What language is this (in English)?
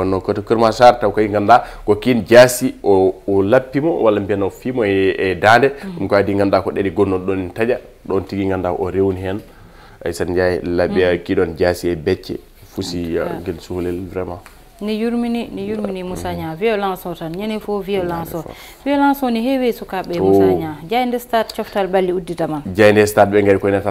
Fula